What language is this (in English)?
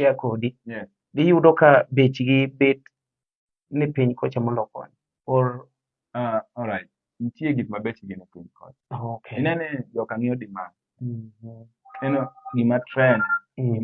Luo (Kenya and Tanzania)